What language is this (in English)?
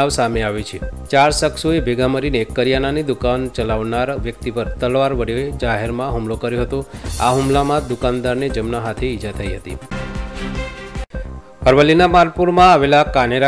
Gujarati